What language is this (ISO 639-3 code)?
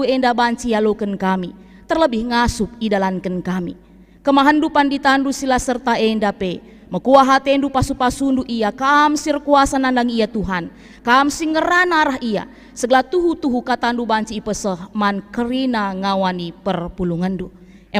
btx